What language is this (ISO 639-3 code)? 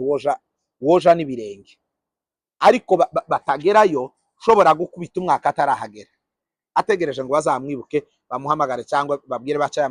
kin